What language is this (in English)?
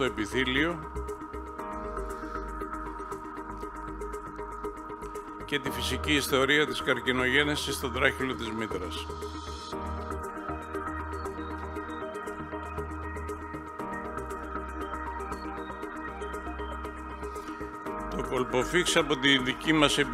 Greek